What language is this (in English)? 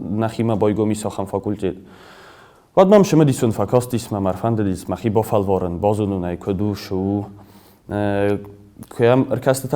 Ossetic